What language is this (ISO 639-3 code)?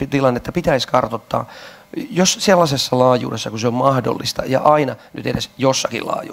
fin